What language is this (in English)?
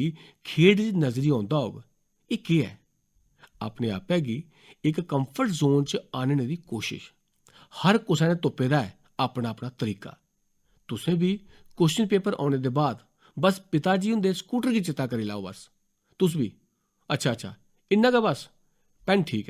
Dogri